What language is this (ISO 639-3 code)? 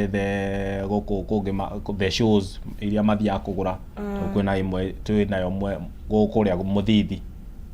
kik